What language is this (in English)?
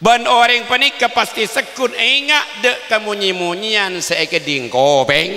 Madurese